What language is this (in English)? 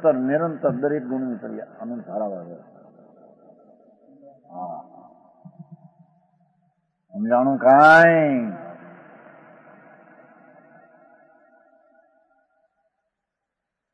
Gujarati